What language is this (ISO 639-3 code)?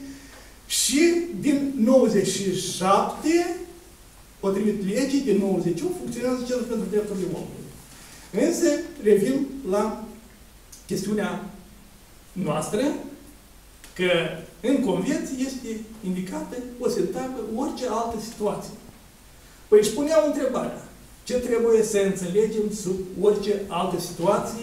ron